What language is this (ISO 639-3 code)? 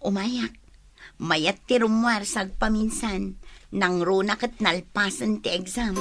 ilo